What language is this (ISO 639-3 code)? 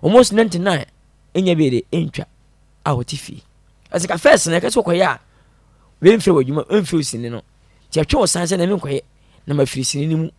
aka